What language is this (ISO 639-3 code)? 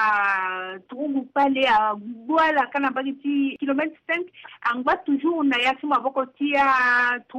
sag